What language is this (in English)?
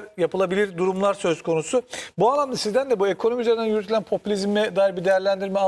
Turkish